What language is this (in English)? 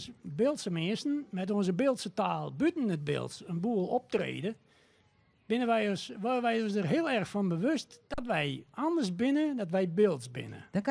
Western Frisian